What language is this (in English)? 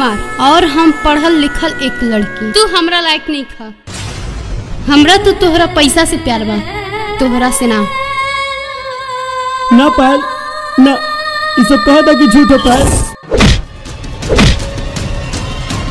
Bhojpuri